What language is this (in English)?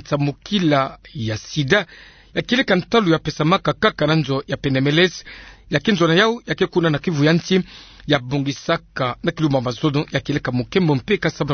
Kituba (Democratic Republic of Congo)